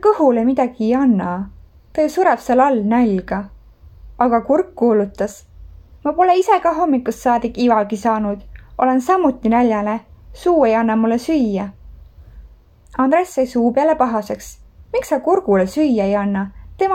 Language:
Estonian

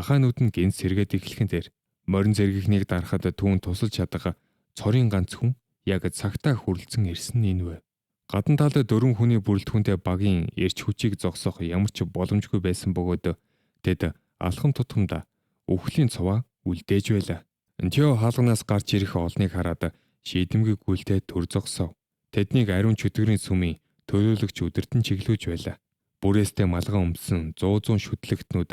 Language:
Mongolian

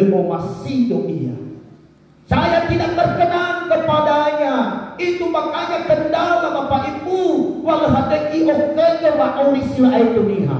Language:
Nias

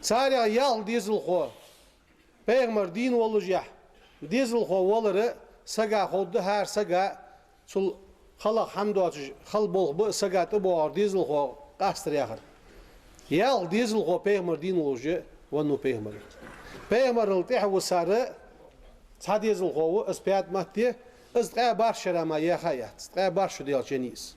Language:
Ingush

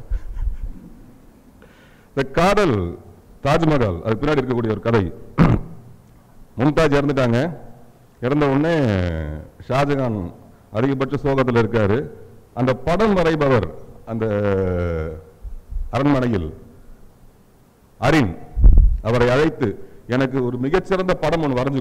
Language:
Tamil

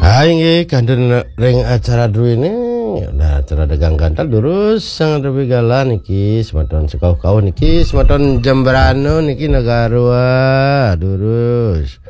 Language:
Balinese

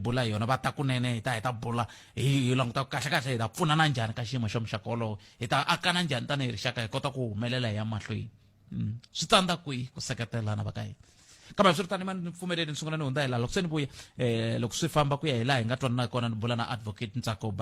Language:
Tsonga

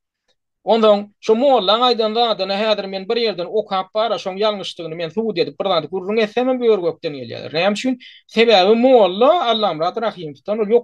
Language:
Turkmen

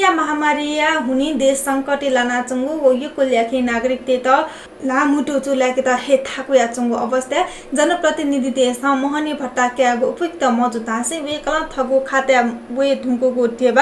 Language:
Newari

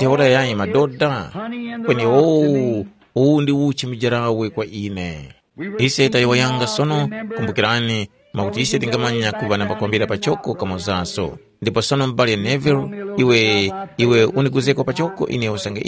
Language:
Tumbuka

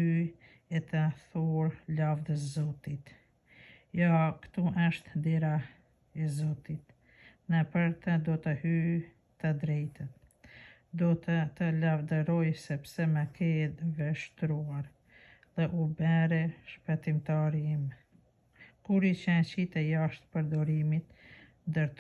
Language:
Albanian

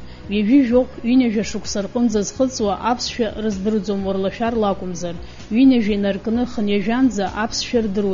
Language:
Abkhazian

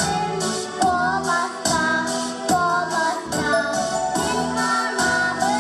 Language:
Yakut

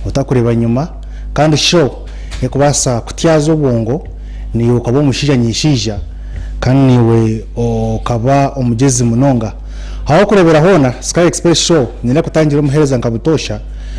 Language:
Nyankole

